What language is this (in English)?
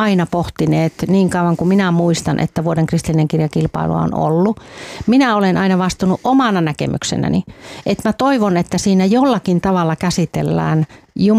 Finnish